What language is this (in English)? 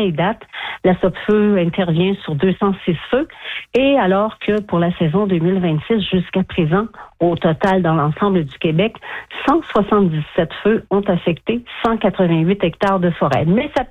French